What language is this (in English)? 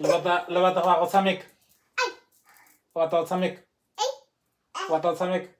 Tswana